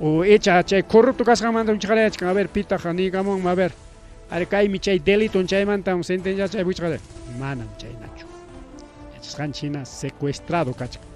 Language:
Ayacucho Quechua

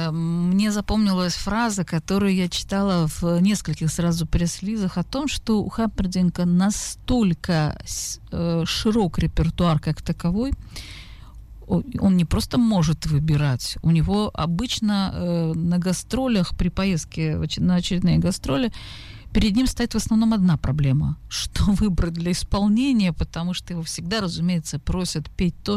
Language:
Russian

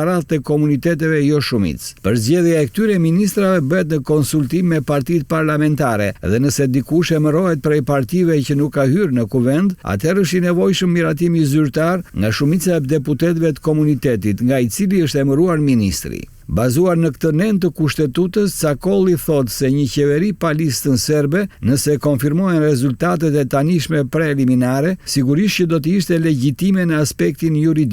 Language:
Albanian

